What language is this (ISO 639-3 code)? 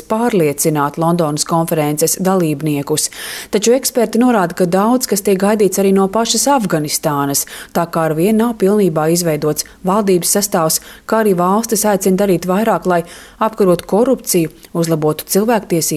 lav